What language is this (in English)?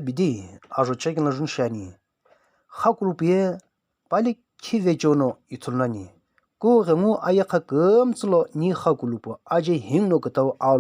Sumi Naga